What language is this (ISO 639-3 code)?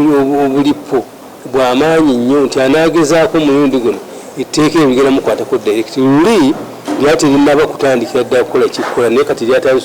lug